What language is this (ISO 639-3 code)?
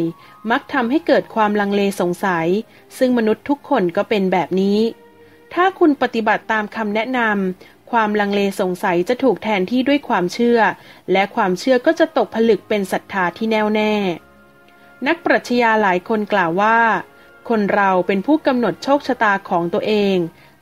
tha